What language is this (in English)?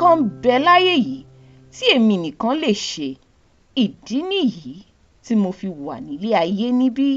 Yoruba